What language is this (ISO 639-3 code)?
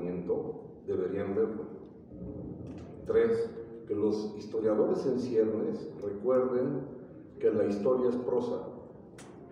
spa